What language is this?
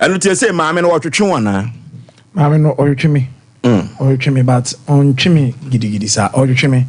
Akan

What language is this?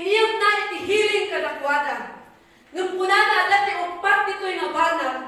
Iloko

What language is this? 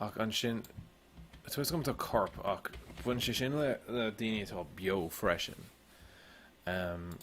Irish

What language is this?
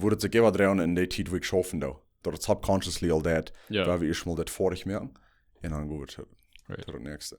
Plautdietsch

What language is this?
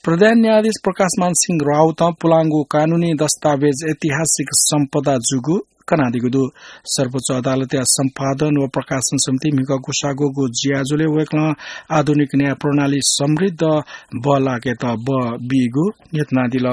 Newari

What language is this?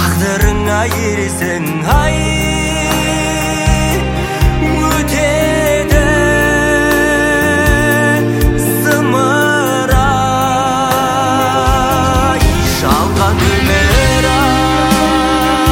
Kazakh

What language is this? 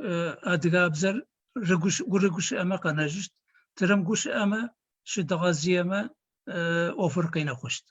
Adyghe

